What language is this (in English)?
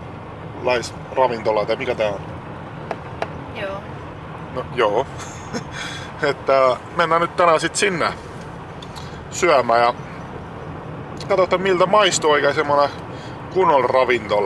Finnish